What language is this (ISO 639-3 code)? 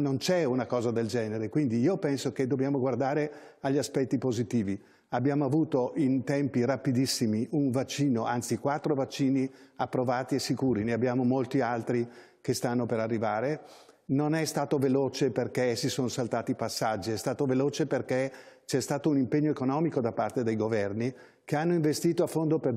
ita